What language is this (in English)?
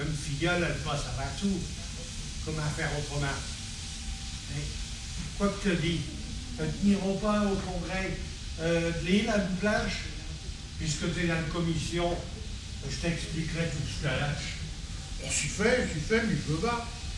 Picard